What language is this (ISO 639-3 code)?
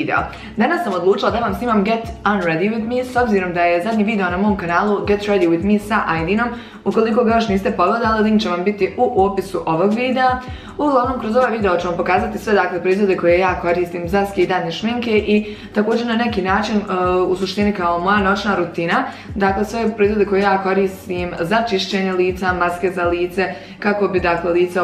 bos